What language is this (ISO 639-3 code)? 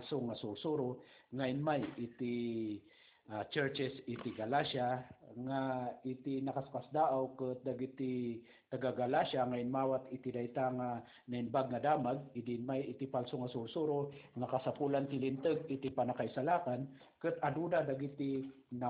ilo